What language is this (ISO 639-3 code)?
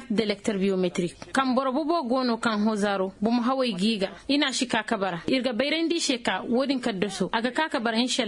dje